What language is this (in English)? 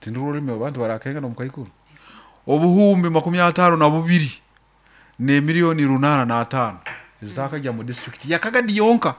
Nyoro